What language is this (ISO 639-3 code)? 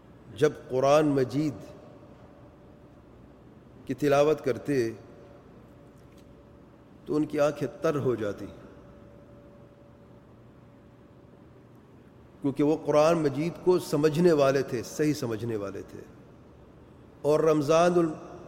urd